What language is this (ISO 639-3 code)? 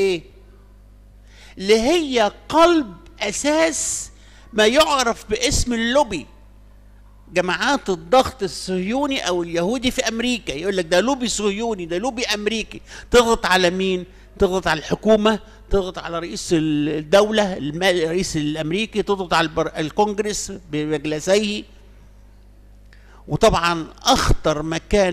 arz